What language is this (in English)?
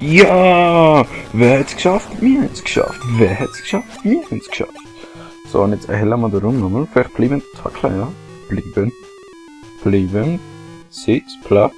Swiss German